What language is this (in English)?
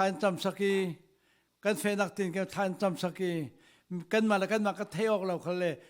Falam Chin